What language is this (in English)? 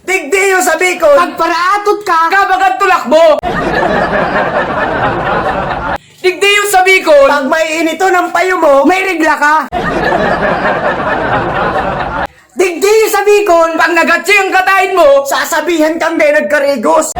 Bikol